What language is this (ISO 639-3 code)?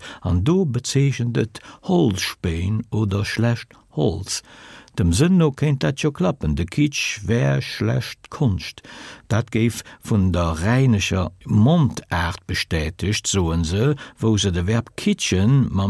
ltz